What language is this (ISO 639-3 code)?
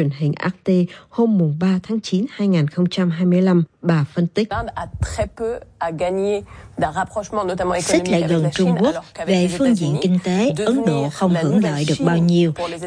vie